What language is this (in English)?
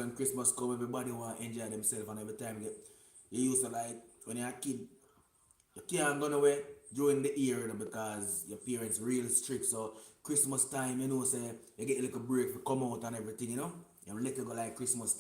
Jamaican Creole English